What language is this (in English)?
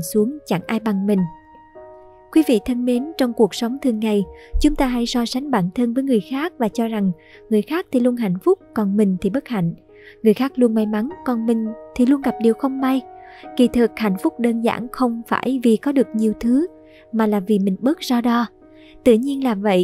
Vietnamese